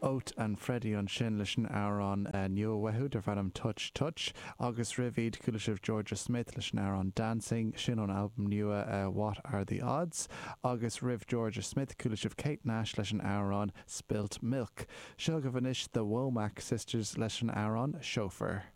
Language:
Irish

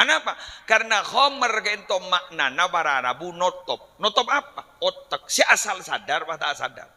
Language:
Madurese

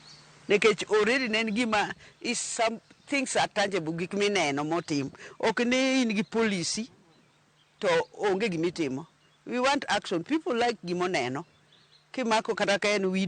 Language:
Luo (Kenya and Tanzania)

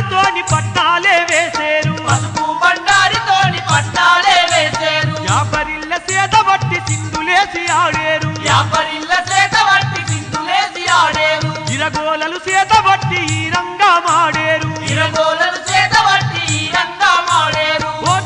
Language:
Telugu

